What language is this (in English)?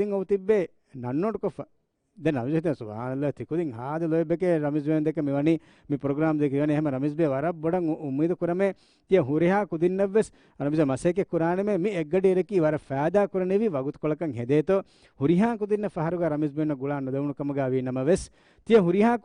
Divehi